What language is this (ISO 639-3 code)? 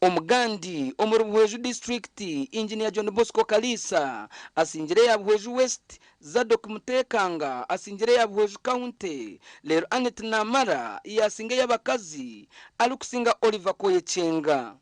nyn